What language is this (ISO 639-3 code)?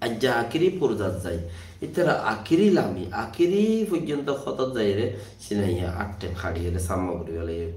rhg